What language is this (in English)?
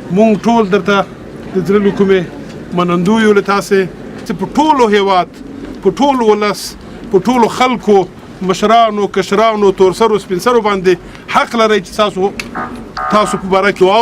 Pashto